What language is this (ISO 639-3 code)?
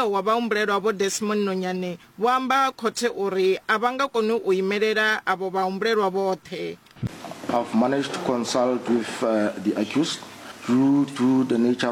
ven